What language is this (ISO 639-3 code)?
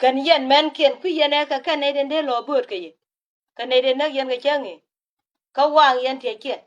nus